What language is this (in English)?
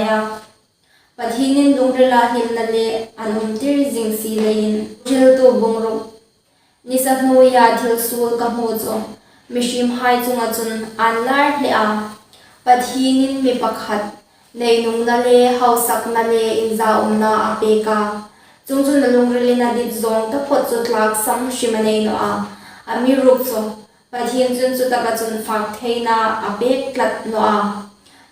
Hmar